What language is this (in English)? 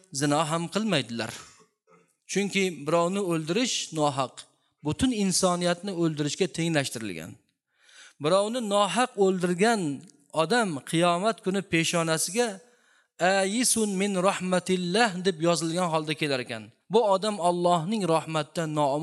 Uzbek